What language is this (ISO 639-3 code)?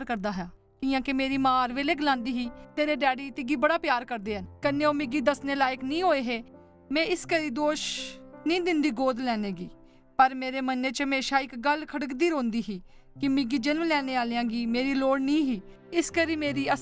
doi